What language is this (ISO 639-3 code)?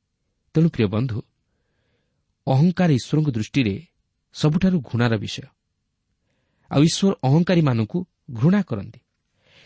ori